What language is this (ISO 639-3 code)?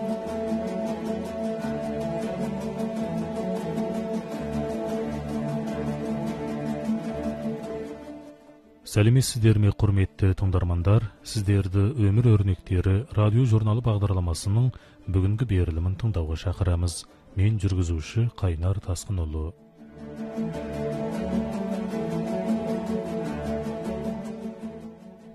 kaz